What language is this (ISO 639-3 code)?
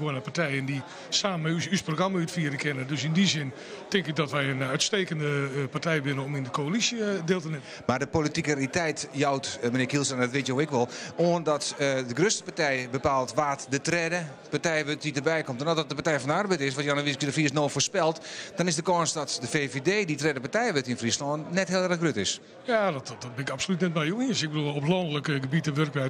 fry